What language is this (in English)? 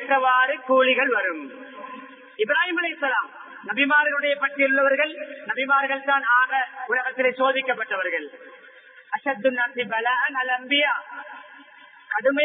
Tamil